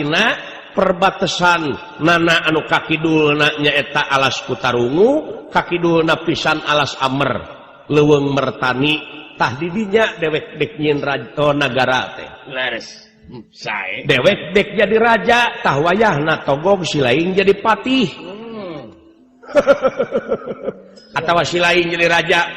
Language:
Sundanese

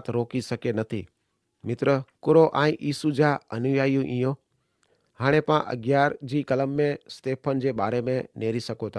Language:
Kachhi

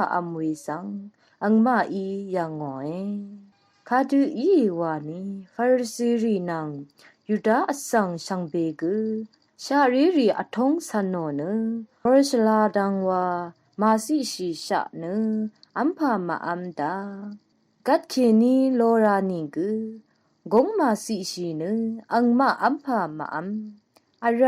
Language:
Rawang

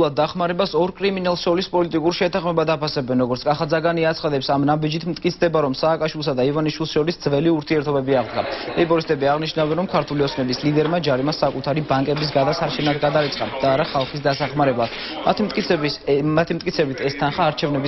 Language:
Georgian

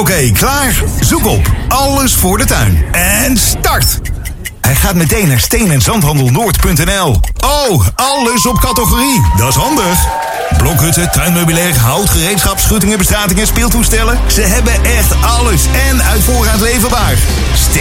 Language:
Dutch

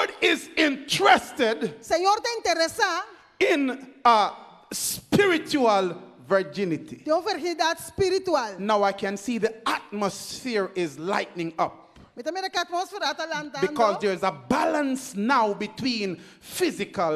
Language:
Papiamento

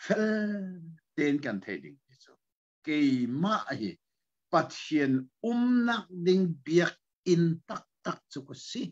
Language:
Hakha Chin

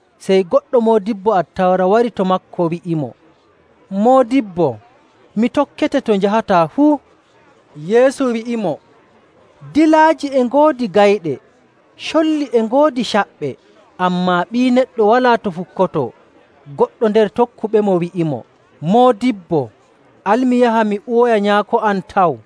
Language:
Nigerian Fulfulde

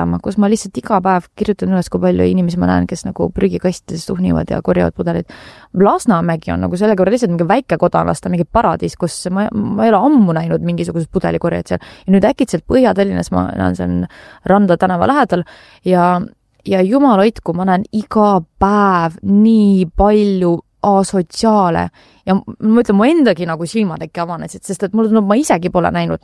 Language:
Estonian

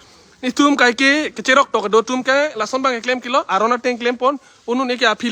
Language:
Karbi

